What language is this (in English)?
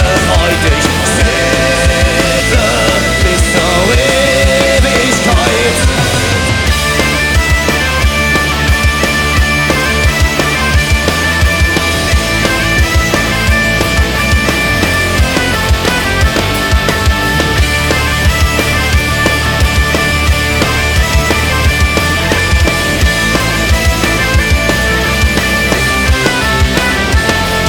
German